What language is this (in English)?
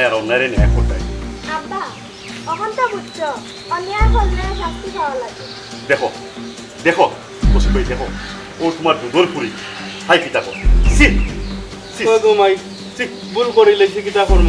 Sylheti